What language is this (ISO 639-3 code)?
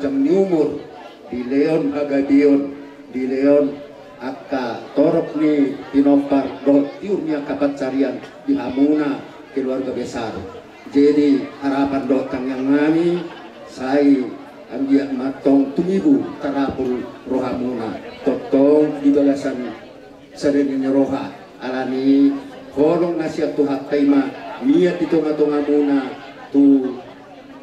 bbc